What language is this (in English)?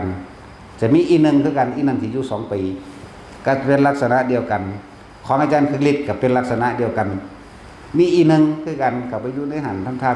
Northeastern Thai